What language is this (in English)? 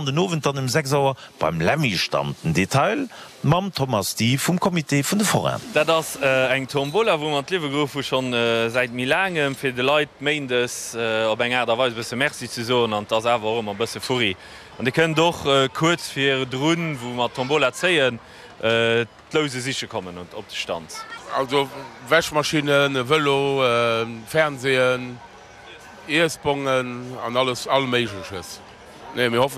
Luxembourgish